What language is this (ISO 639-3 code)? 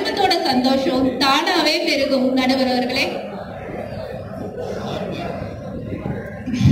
tam